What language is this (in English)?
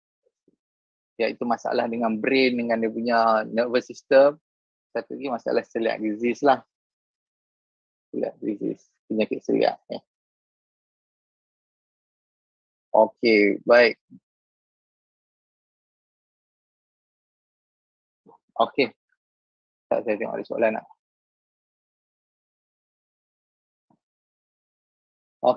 Malay